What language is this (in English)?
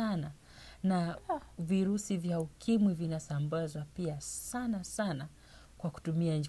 Swahili